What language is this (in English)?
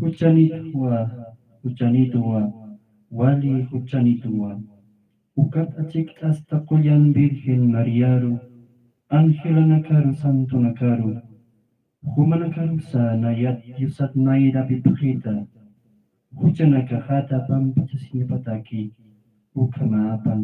Aymara